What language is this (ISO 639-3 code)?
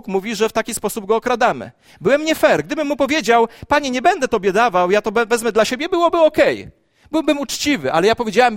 pol